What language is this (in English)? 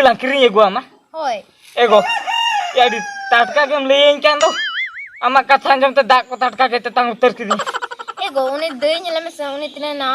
Santali